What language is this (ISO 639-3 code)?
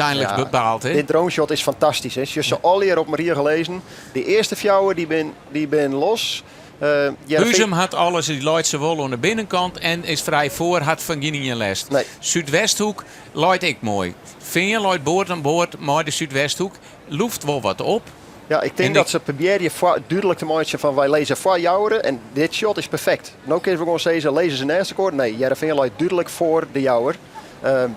fry